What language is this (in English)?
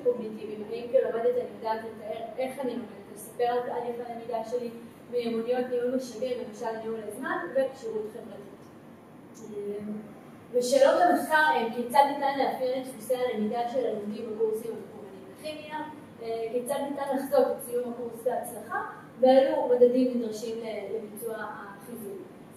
Hebrew